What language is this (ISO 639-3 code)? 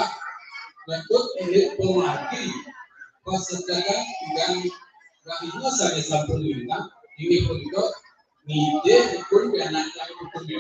ban